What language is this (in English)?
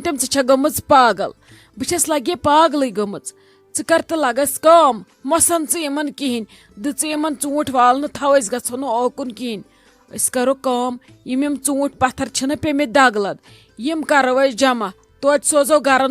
Kashmiri